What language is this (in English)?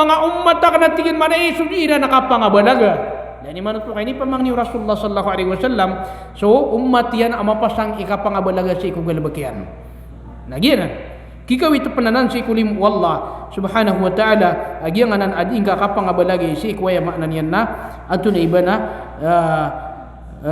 Maranao